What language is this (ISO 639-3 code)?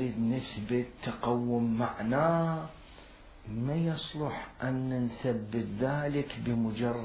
acm